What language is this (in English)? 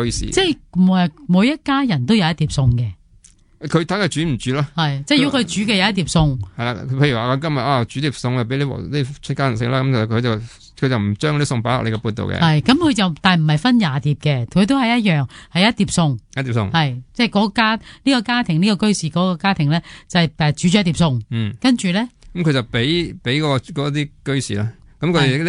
Cantonese